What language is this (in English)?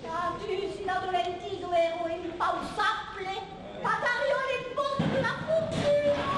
Occitan